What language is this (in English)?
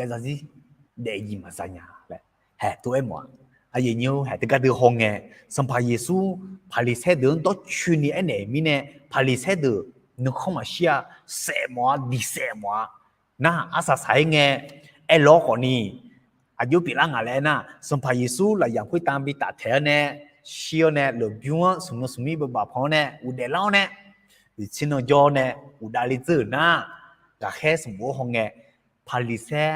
Akha